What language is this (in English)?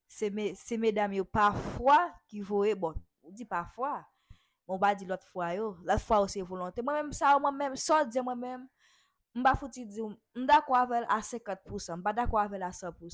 Haitian Creole